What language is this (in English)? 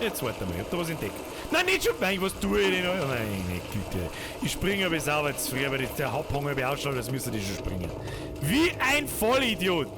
Bavarian